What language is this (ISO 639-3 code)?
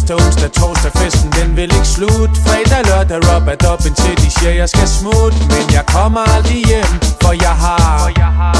dan